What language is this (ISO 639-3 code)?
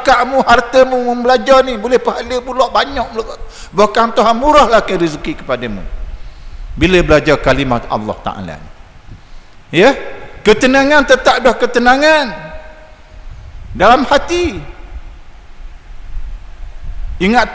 msa